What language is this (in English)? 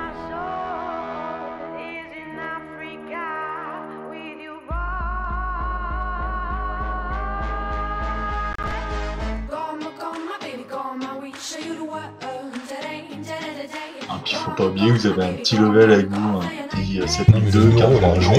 French